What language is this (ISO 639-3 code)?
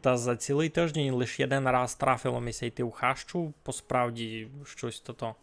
rue